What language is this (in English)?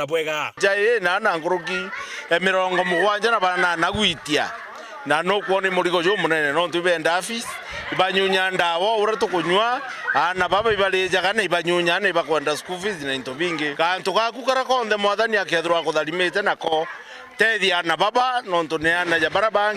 Meru